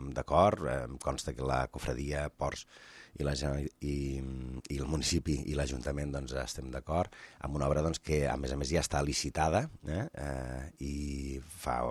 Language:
Catalan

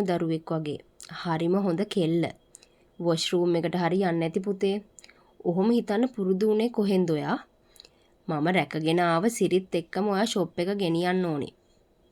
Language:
Sinhala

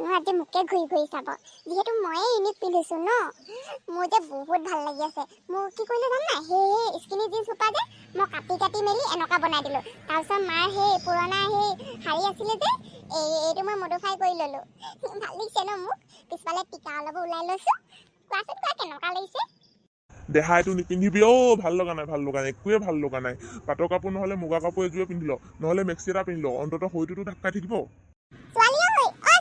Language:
Assamese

